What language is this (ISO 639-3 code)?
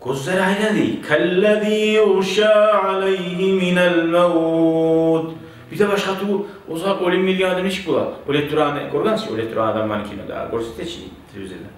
kum